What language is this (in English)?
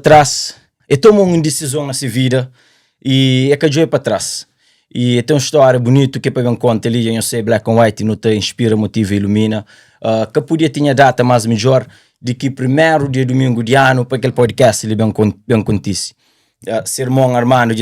Kabuverdianu